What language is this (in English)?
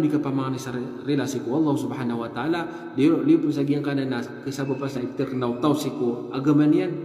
Maranao